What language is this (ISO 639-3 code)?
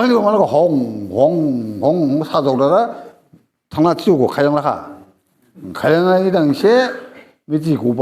dis